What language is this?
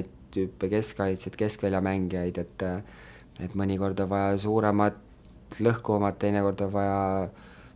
Estonian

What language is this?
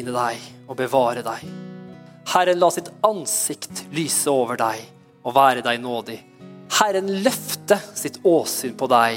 Norwegian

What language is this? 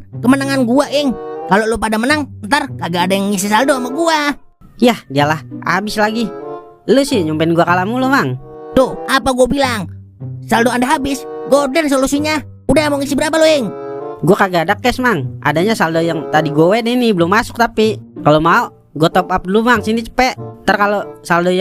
Betawi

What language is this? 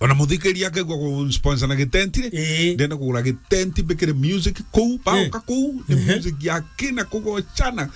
Meru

